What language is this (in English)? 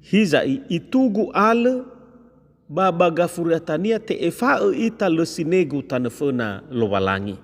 Nias